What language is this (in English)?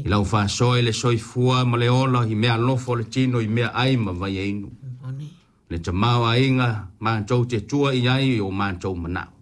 Samoan